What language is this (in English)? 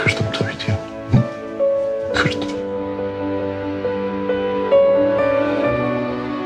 Turkish